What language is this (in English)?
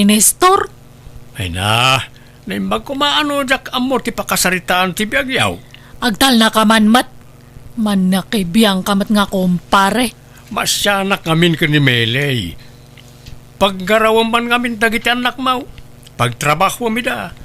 Iloko